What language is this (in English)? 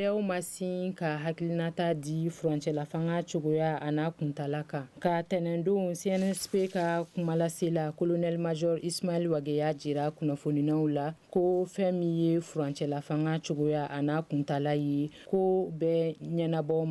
Bambara